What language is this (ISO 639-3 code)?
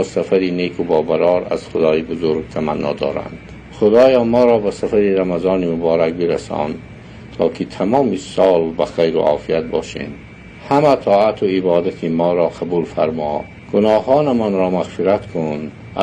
tgk